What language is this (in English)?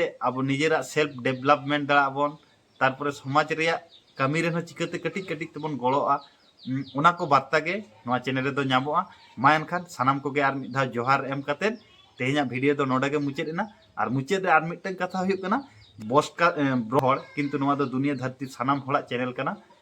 Santali